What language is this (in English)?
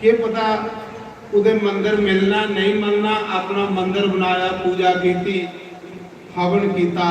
Dogri